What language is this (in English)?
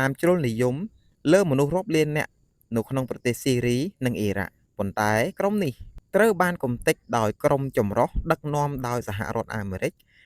Khmer